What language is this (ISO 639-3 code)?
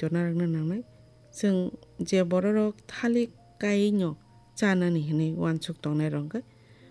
trp